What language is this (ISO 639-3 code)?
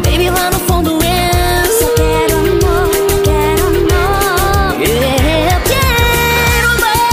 por